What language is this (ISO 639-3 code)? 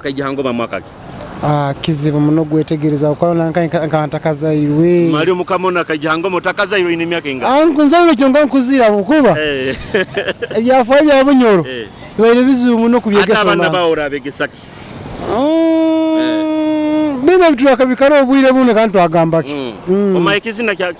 nyo